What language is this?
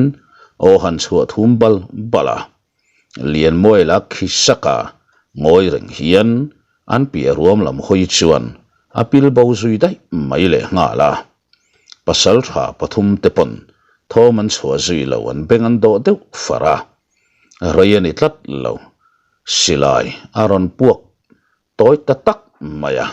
Mizo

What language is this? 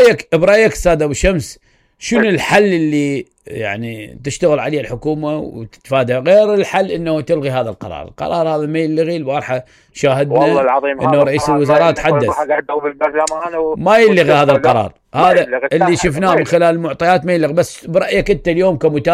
Mesopotamian Arabic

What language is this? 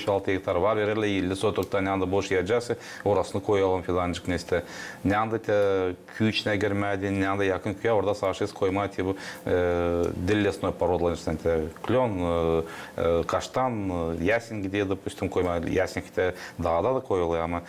Gagauz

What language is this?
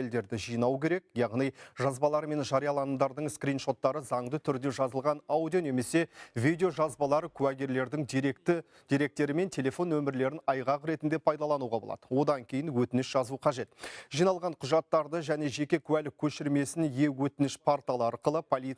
Kazakh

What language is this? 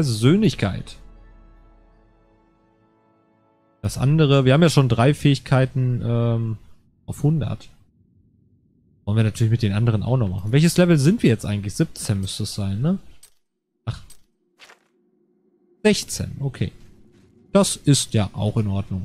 German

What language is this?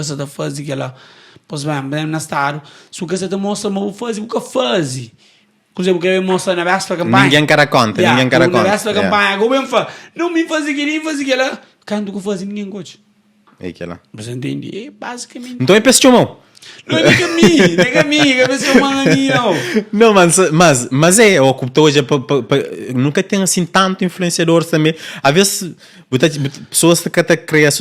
Kabuverdianu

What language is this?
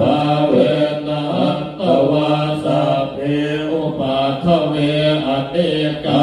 Pali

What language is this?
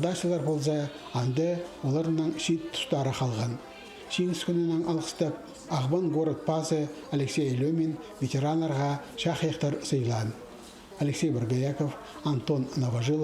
Khakas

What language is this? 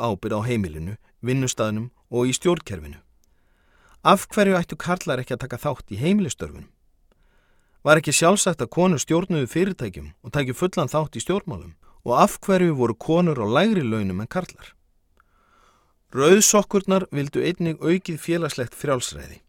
Icelandic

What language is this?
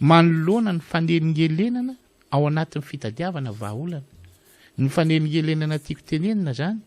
Malagasy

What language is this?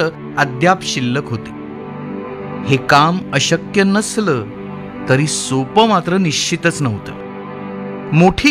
Marathi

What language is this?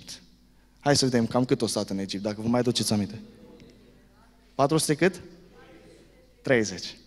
Romanian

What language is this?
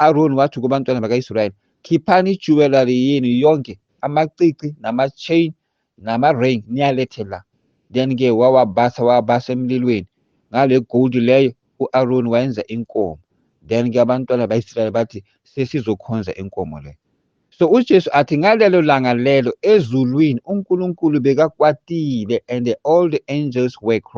Zulu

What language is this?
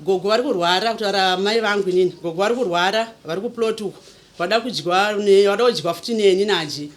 Shona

